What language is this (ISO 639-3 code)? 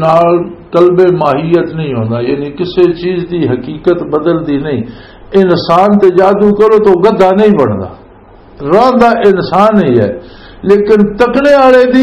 lah